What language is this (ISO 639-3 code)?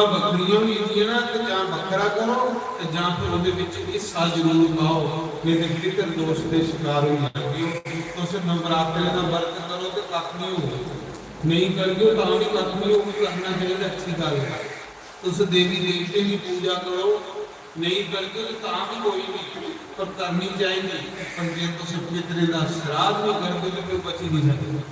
doi